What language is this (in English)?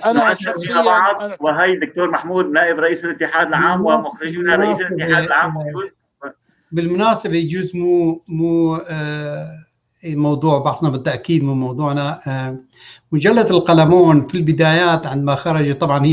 North Levantine Arabic